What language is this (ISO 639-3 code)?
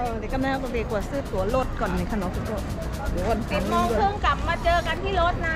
shn